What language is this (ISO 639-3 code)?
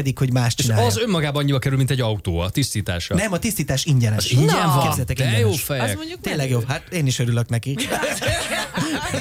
hun